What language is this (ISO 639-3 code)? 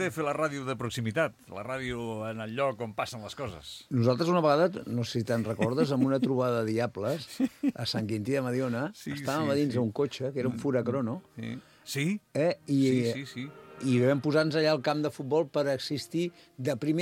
cat